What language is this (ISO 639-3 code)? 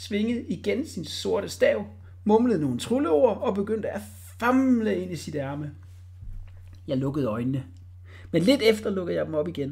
dan